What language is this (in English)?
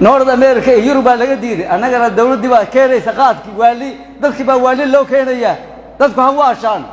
Somali